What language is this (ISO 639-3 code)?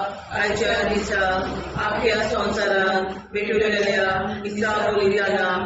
kok